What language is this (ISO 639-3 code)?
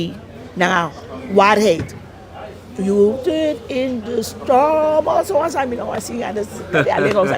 srn